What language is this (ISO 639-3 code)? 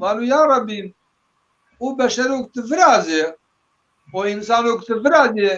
zza